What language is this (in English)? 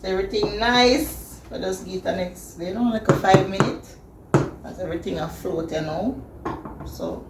Jamaican Creole English